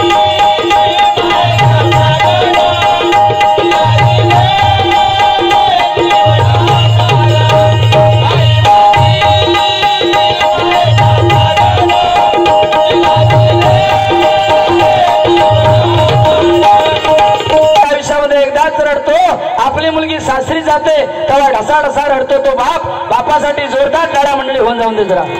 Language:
Marathi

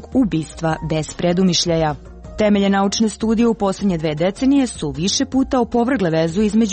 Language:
Serbian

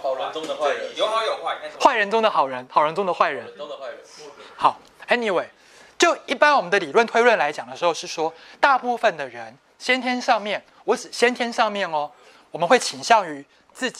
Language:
Chinese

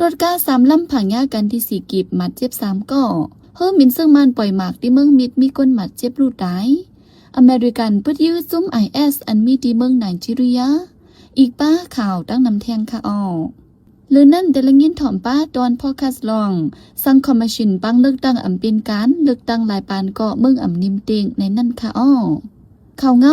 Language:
Shan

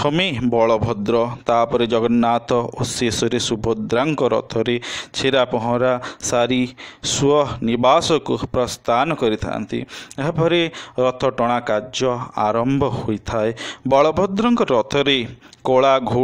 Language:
Odia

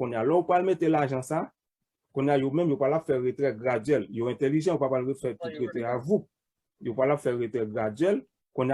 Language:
Haitian Creole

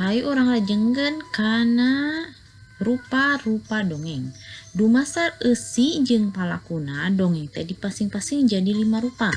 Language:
Sundanese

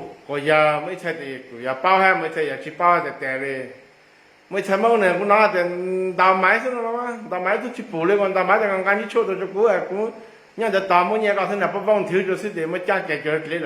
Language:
Hmong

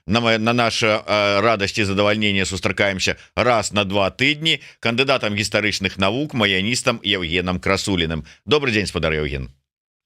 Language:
Belarusian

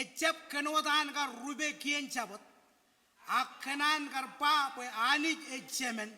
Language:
Marshallese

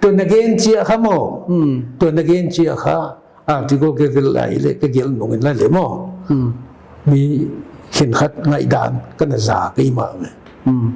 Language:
Paite Chin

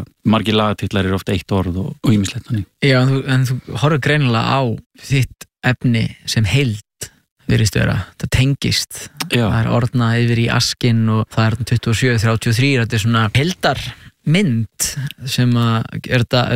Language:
Icelandic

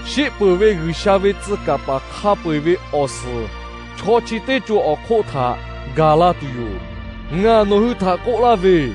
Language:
Lahu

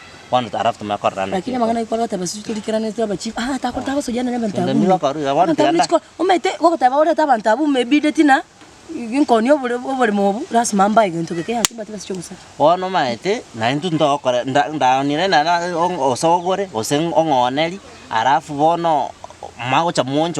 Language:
Gusii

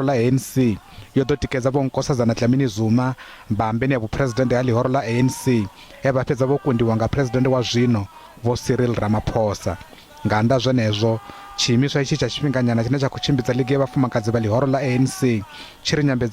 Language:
Venda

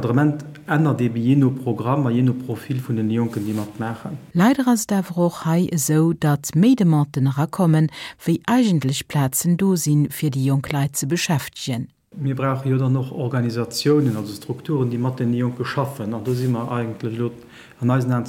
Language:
Luxembourgish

